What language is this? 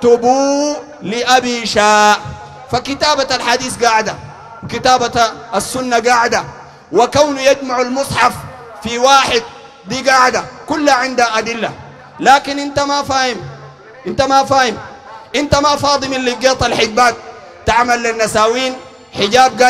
Sudanese Arabic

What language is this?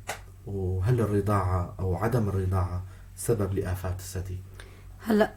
North Levantine Arabic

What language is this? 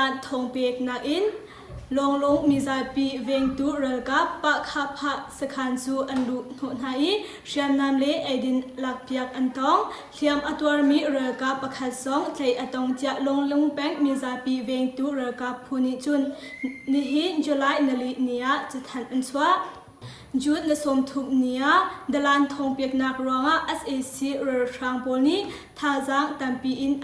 Hakha Chin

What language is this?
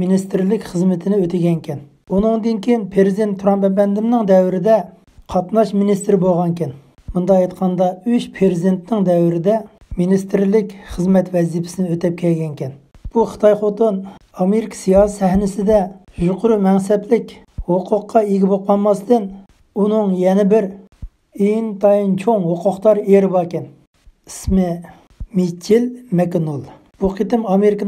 Uyghur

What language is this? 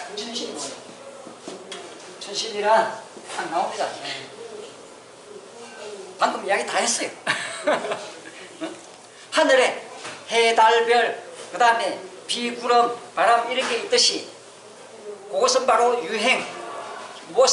Korean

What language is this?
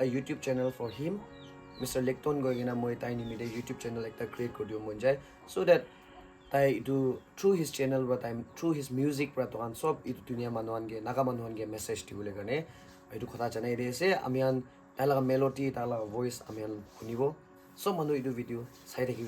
Naga Pidgin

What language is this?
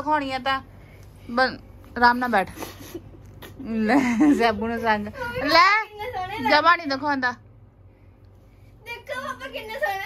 Punjabi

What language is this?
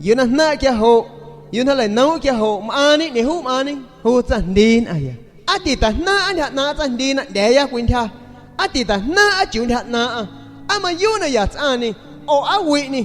San Pedro Amuzgos Amuzgo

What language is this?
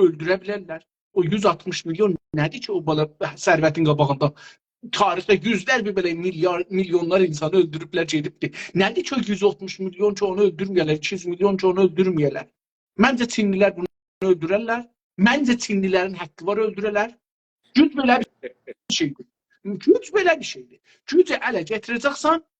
South Azerbaijani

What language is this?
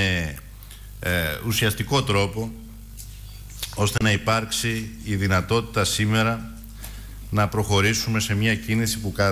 Greek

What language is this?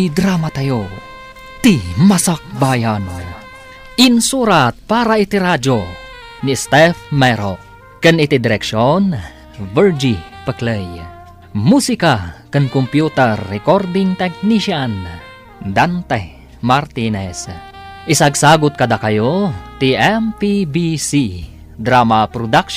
Iloko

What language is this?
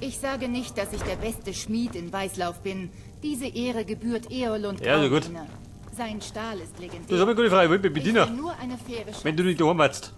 Bavarian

